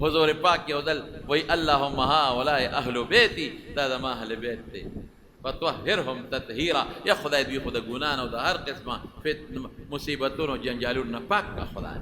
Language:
Pashto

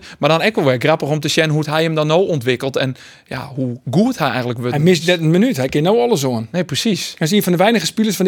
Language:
Western Frisian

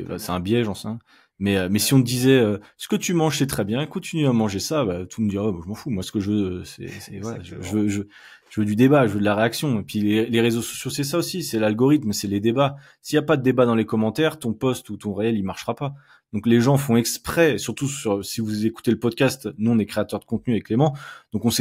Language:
French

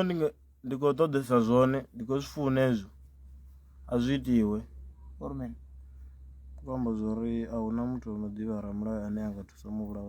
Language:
Venda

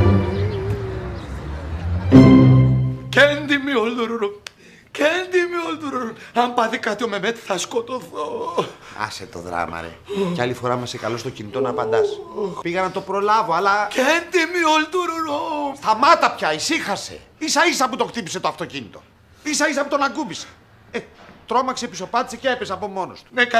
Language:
Greek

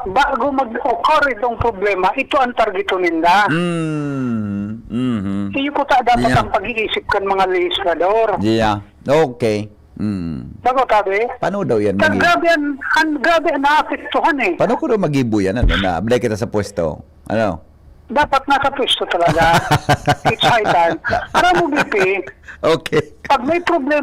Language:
Bikol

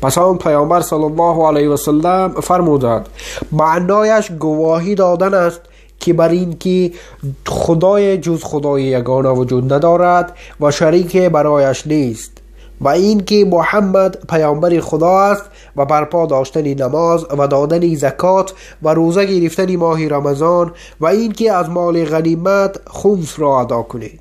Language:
Tajik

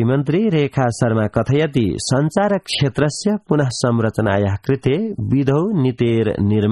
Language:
Sanskrit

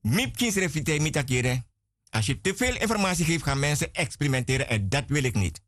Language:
Sranan Tongo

